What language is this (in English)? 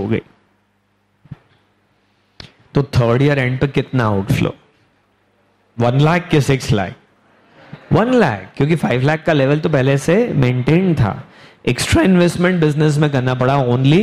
Hindi